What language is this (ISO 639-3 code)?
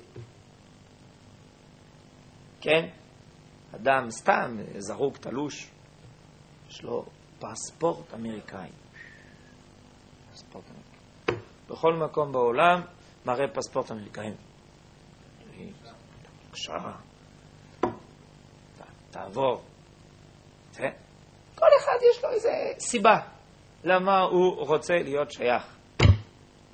heb